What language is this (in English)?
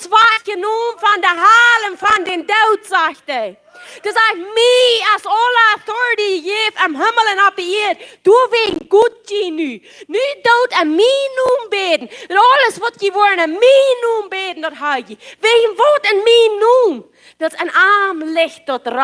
Plautdietsch